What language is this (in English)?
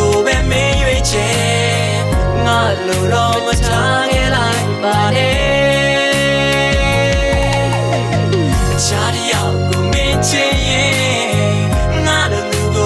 Burmese